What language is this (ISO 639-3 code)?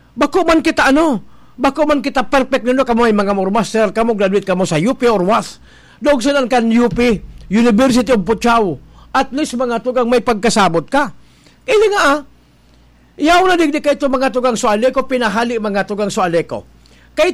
bik